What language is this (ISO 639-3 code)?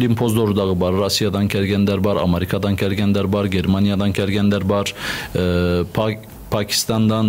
kir